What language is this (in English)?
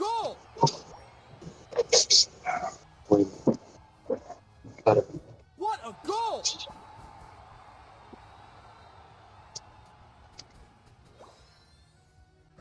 Hindi